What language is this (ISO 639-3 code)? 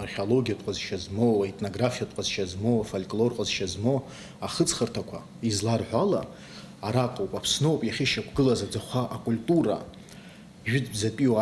abk